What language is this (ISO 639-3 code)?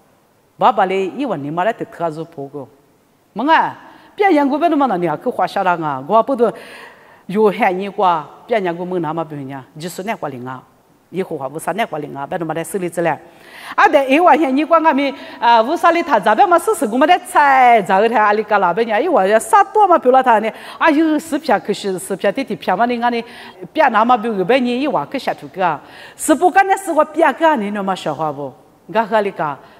lis